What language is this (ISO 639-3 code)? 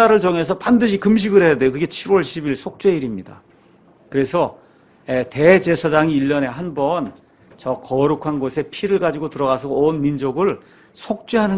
kor